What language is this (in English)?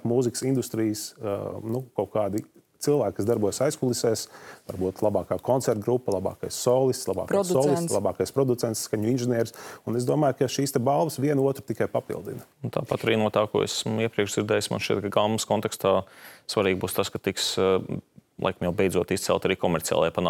Latvian